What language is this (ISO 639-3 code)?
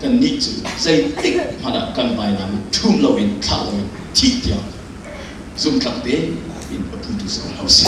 cnh